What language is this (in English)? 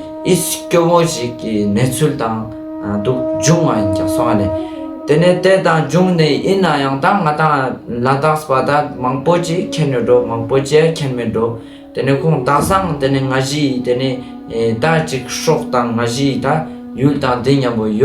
Ladakhi